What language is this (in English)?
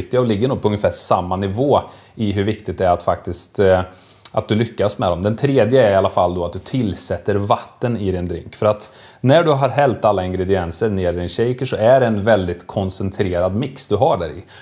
Swedish